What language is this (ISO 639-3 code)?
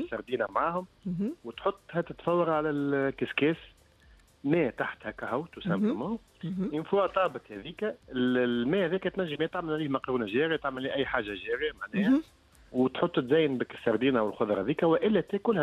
aeb